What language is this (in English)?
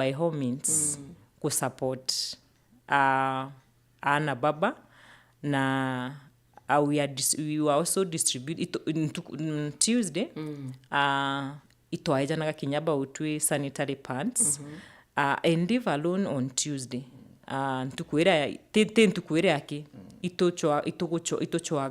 Meru